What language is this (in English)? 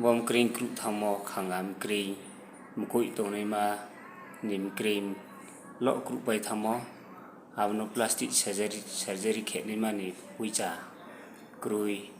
Riang (India)